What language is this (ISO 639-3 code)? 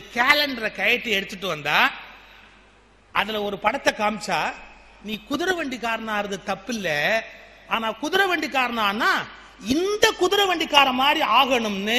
tam